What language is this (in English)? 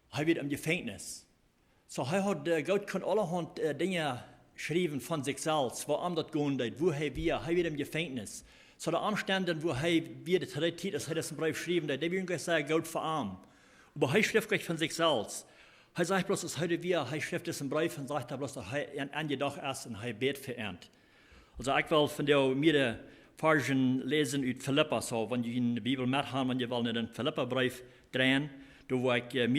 Plautdietsch